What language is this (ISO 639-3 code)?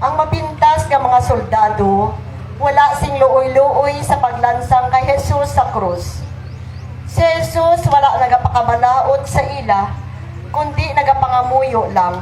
hil